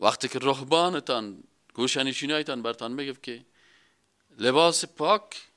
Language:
Persian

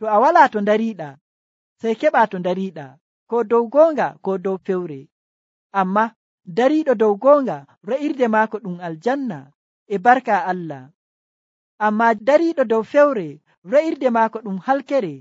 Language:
Nigerian Fulfulde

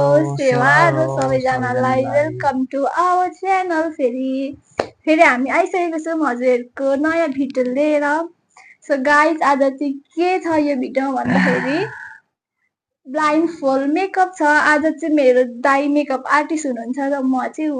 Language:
Nepali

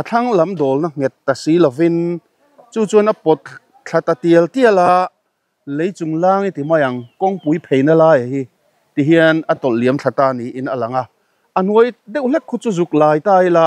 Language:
Mizo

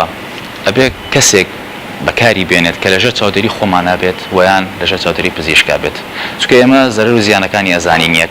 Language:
Central Kurdish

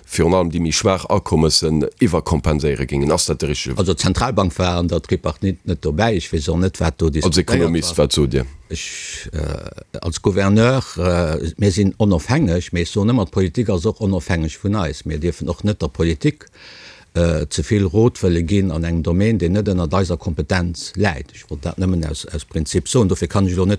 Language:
Luxembourgish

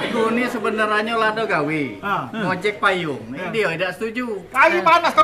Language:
Musi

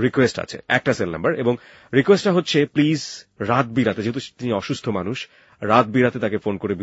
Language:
Bangla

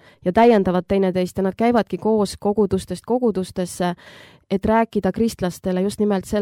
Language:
Estonian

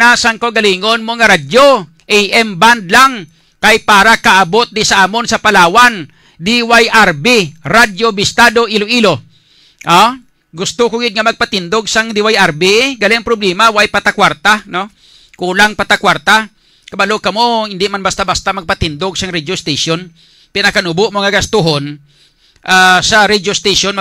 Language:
Hiligaynon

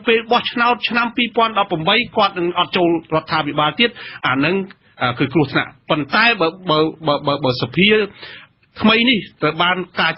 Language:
Khmer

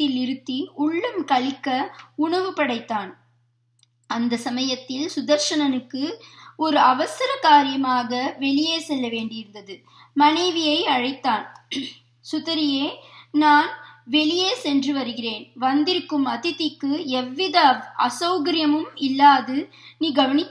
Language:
Tamil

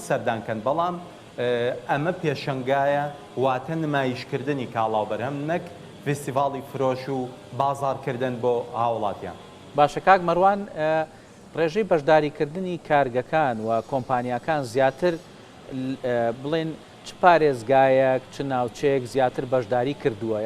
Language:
Central Kurdish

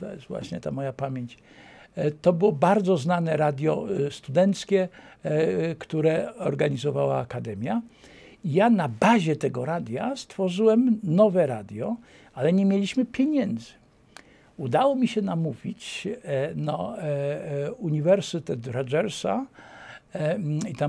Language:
Polish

